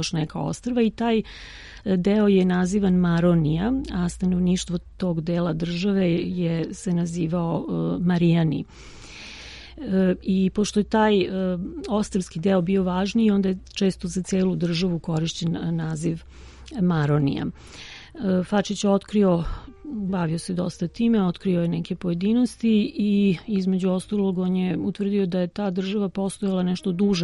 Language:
Serbian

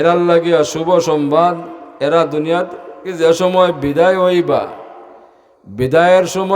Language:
Sylheti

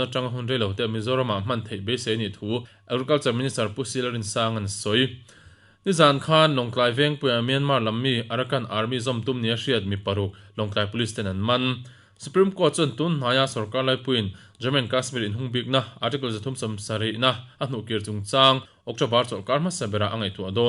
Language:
Mizo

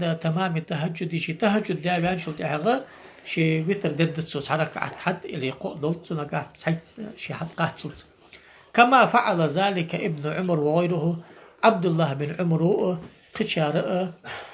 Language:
Ingush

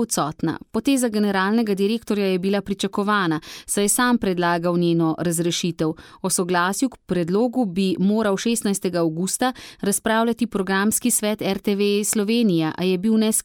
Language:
Slovenian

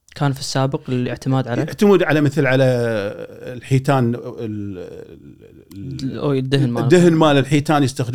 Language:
Gulf Arabic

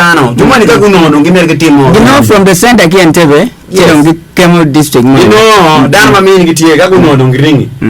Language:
Acoli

